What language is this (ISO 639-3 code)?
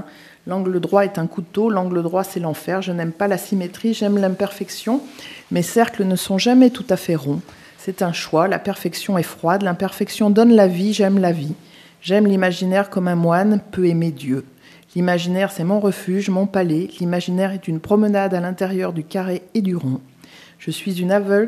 fra